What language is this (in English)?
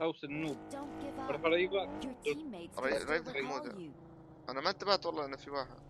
North Levantine Arabic